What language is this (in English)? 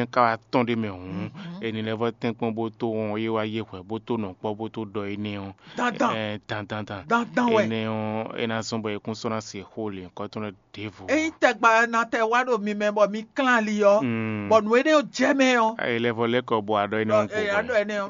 Fon